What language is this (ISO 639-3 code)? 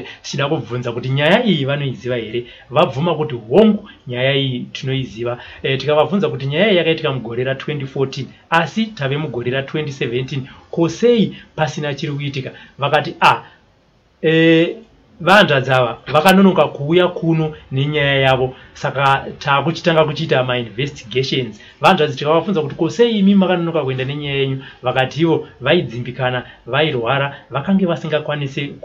sna